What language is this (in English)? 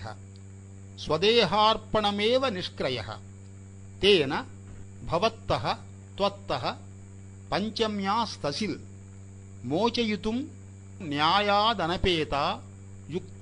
Sanskrit